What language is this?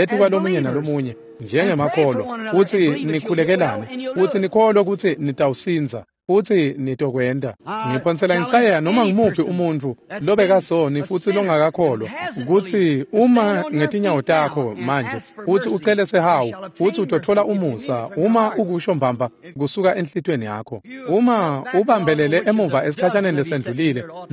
Swati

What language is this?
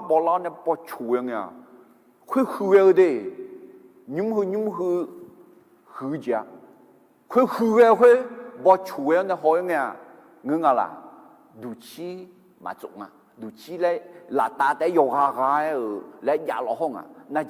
Akha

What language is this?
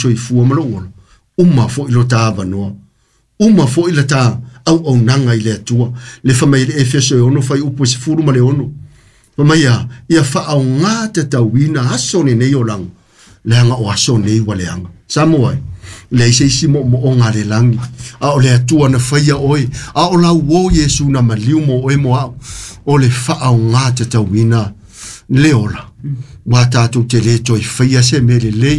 Samoan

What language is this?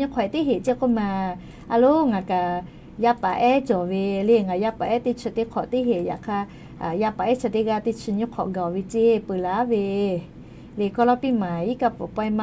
Lahu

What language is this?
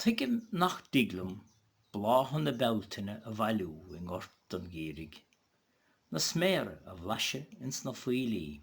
Irish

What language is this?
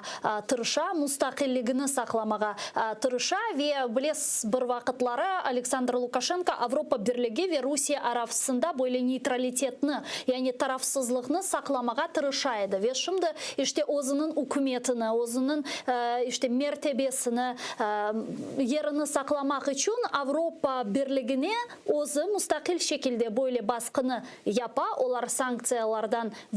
Crimean Tatar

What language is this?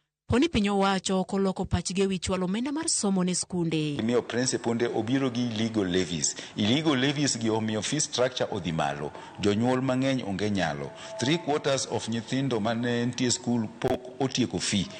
Luo (Kenya and Tanzania)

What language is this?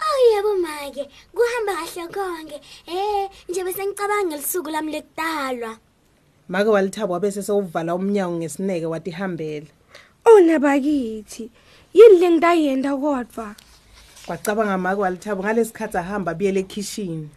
Swati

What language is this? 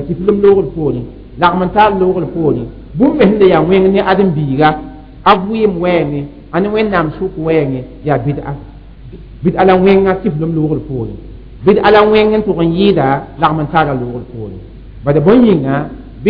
Mossi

